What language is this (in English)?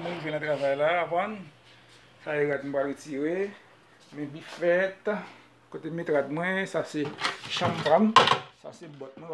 Haitian Creole